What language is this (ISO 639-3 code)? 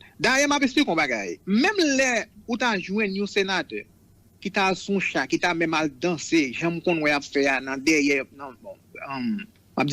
hat